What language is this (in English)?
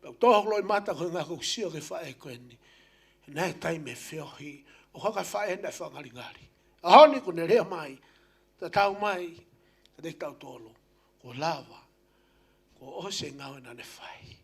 Tongan